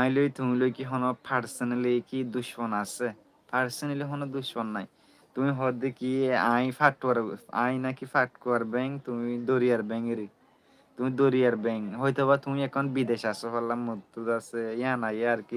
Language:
Rohingya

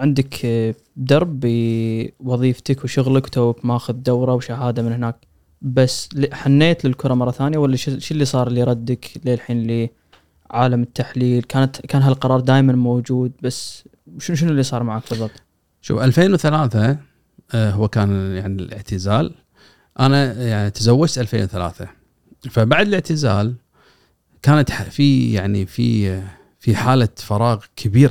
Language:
Gulf Arabic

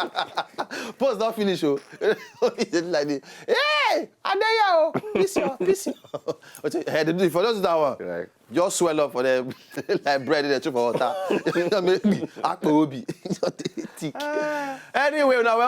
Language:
Nigerian Pidgin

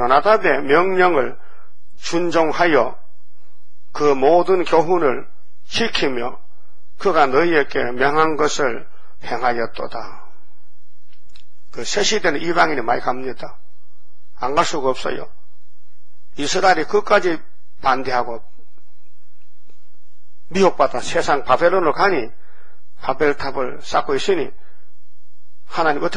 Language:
Korean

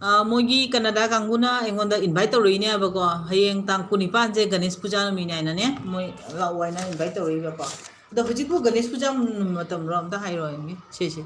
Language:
Manipuri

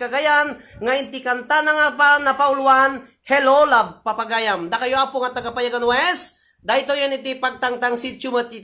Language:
Iloko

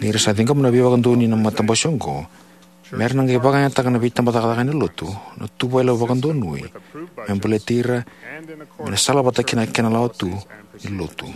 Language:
Fijian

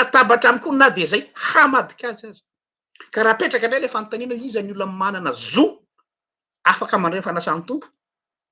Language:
Malagasy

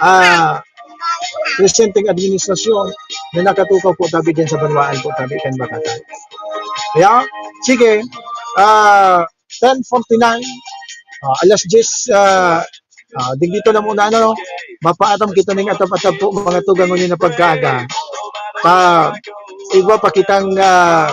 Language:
Bikol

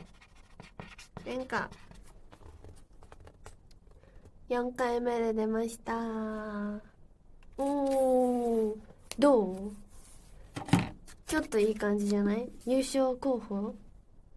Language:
Japanese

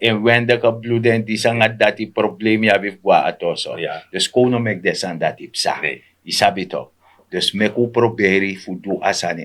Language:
Sranan Tongo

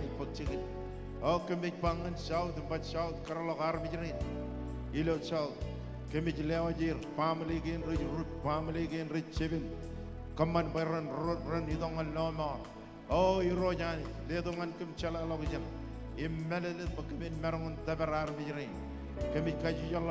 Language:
Marshallese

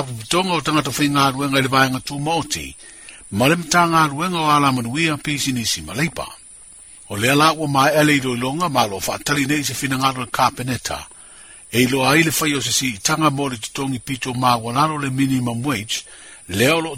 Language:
Samoan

